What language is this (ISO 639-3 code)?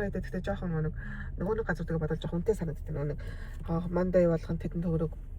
mon